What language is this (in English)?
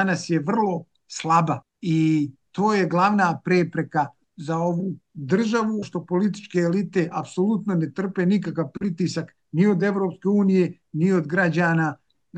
Bosnian